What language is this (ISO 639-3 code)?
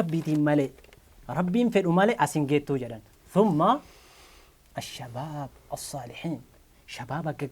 orm